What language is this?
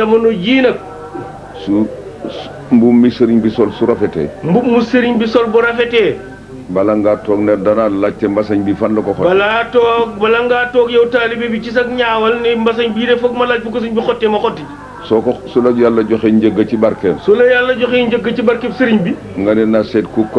Wolof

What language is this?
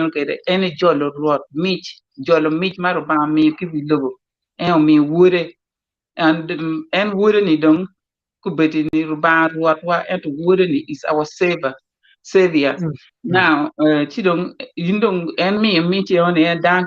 Acoli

